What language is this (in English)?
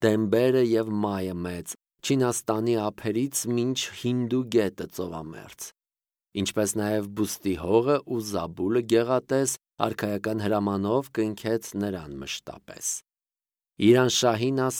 Armenian